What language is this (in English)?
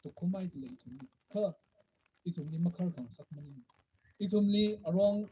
Tangkhul Naga (India)